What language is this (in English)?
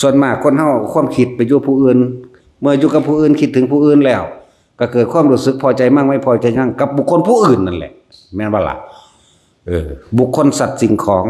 Northeastern Thai